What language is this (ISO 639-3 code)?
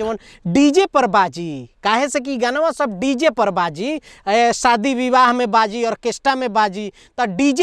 bho